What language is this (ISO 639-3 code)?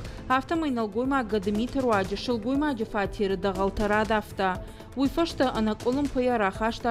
oss